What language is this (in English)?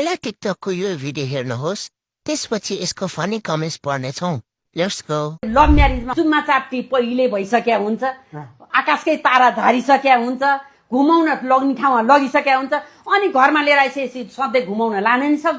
Nepali